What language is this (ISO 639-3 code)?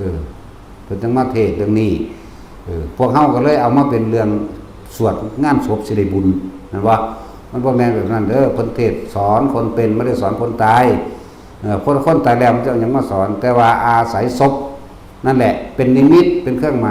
tts